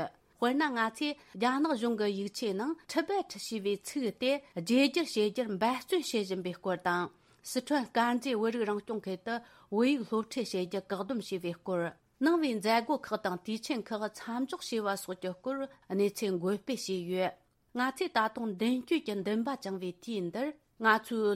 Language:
Tibetan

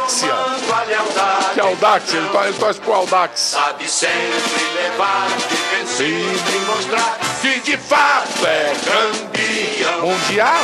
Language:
Portuguese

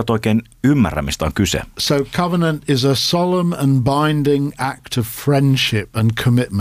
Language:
Finnish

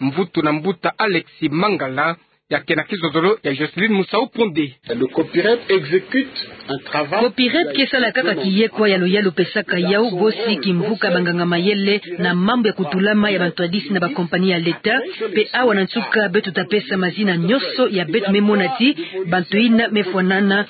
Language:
Kituba (Democratic Republic of Congo)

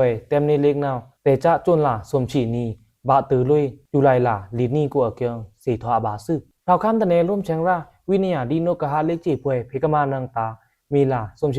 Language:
Pa'o Karen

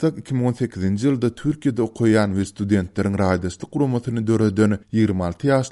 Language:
Turkmen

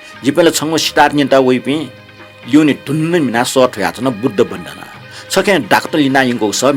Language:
Newari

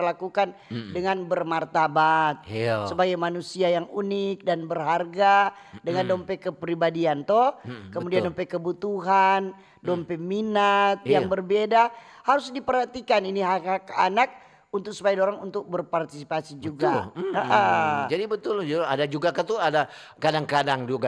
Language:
Manado Malay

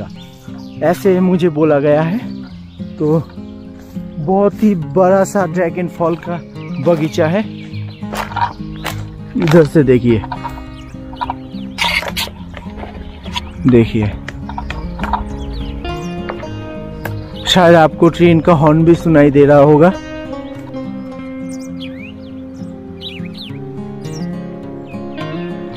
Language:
Hindi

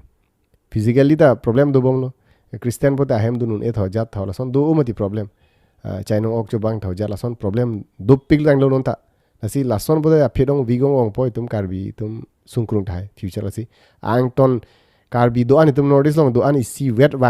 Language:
Karbi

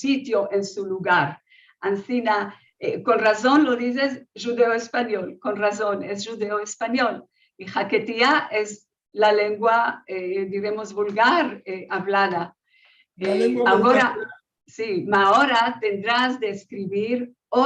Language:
Ladino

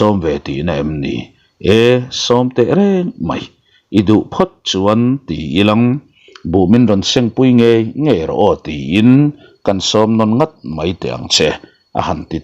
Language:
Mizo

